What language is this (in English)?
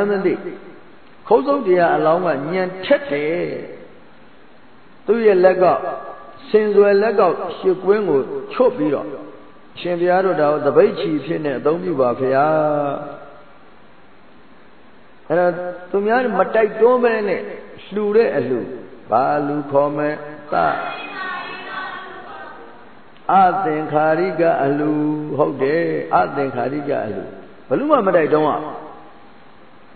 Burmese